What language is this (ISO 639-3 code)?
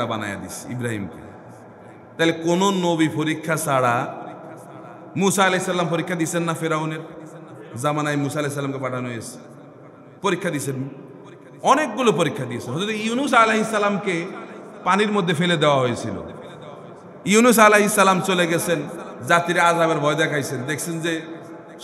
ben